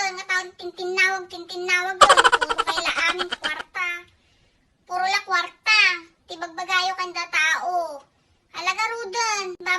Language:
Iloko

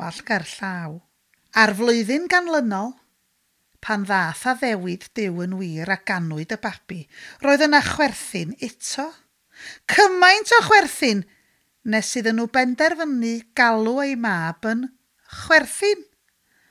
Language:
Welsh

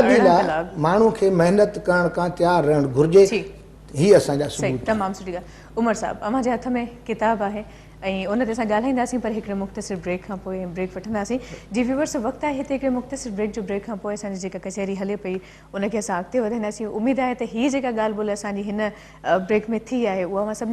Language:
Sindhi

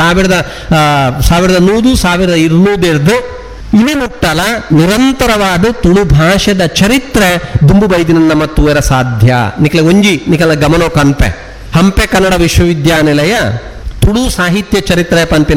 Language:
Tulu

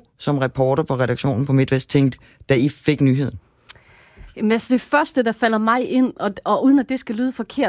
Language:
Danish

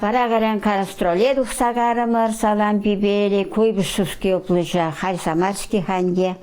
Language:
Chuvash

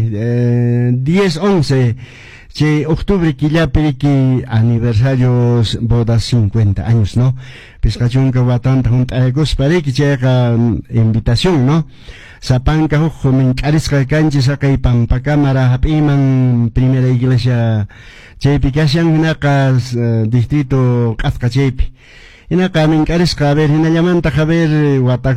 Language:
Quechua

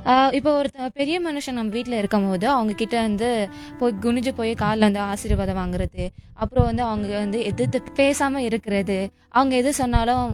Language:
Tamil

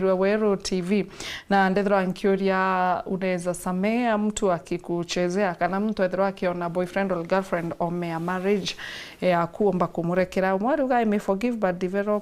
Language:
Meru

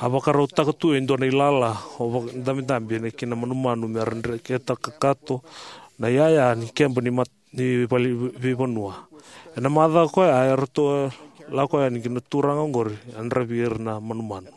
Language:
Fijian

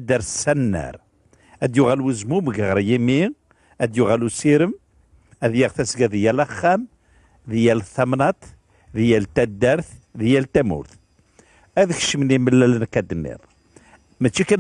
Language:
Kabyle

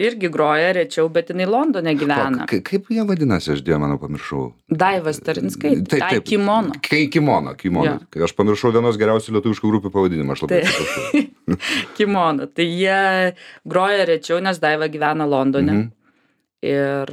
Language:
Lithuanian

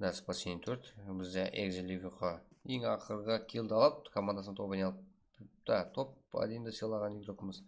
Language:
Kara-Kalpak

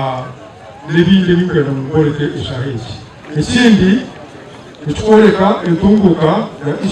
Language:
Nyankole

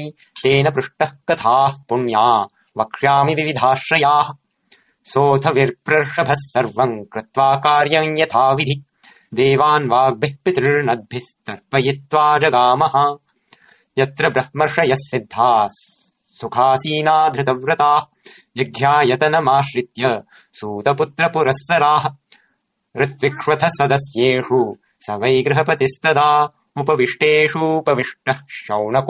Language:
Sanskrit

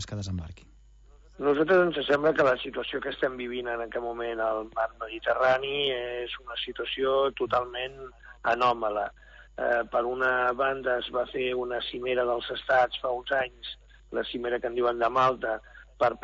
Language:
Catalan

